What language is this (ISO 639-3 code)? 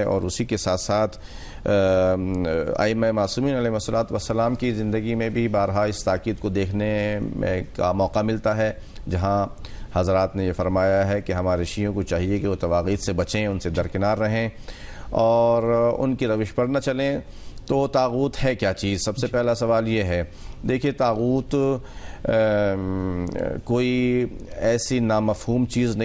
urd